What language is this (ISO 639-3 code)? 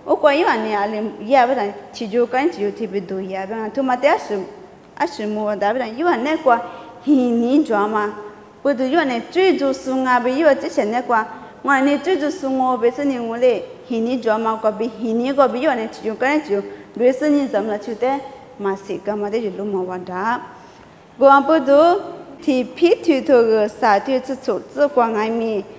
lis